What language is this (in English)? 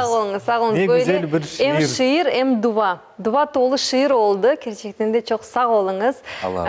Crimean Tatar